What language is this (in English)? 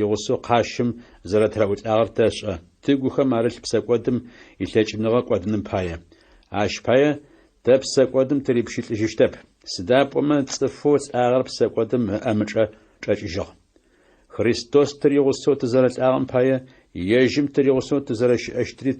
Adyghe